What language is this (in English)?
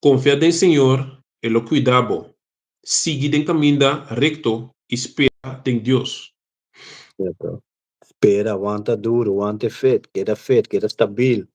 Papiamento